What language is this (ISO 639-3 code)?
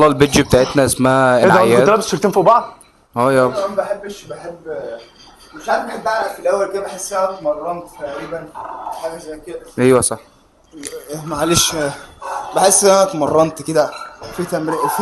arz